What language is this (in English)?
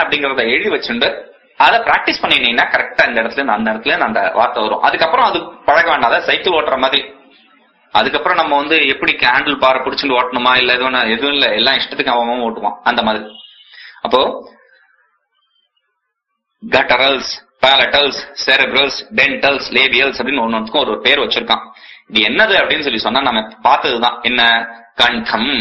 Tamil